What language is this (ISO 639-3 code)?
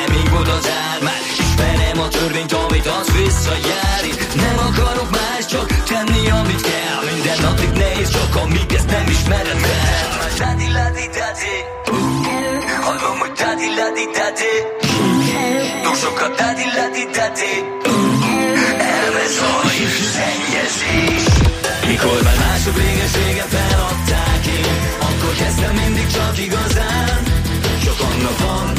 hun